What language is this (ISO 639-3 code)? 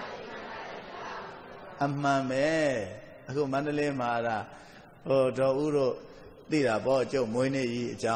mya